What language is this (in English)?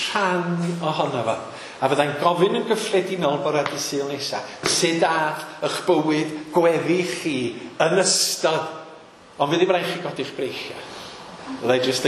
Welsh